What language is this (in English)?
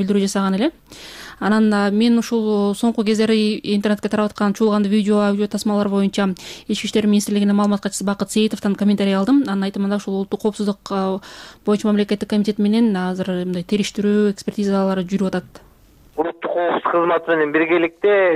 Kyrgyz